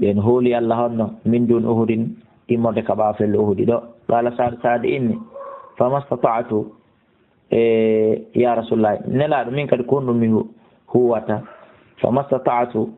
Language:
Fula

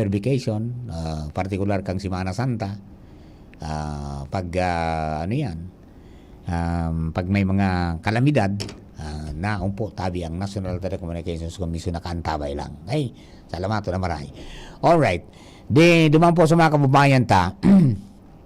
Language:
Bikol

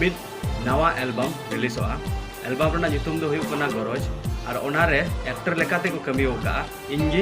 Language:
Santali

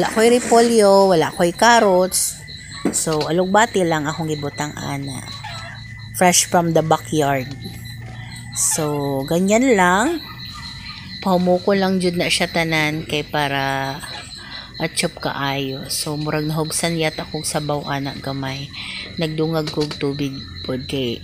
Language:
Cebuano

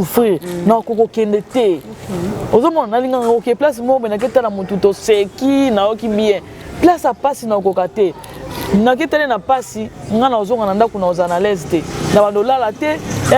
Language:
Lingala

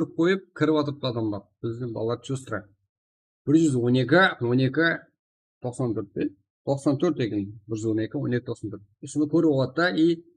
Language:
Kara-Kalpak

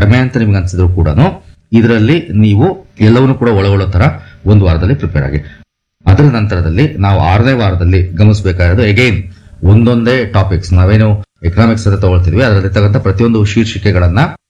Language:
Kannada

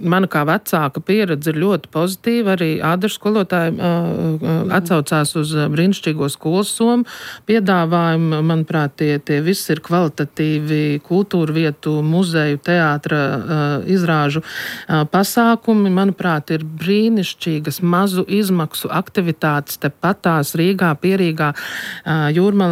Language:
Latvian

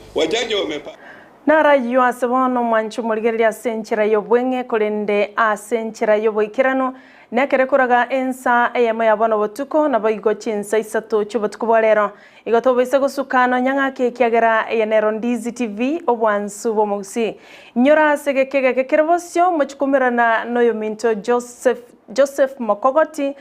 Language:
Gusii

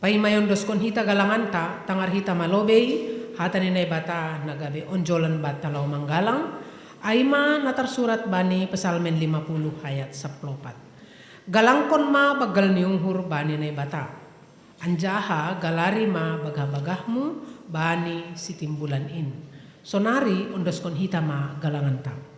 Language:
Batak Simalungun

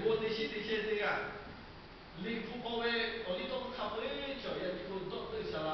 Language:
Lahu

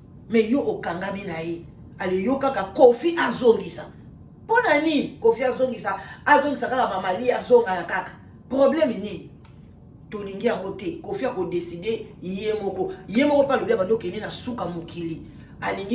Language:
Lingala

